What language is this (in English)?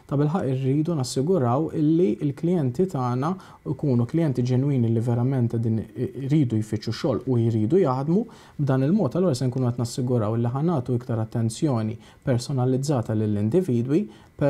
Maltese